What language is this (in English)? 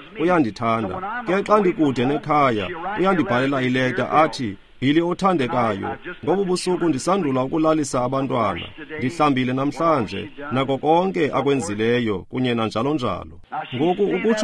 Xhosa